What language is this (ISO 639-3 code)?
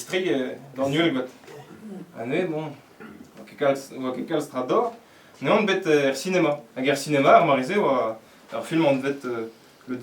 bre